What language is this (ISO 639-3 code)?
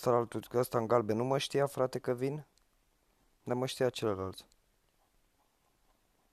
ron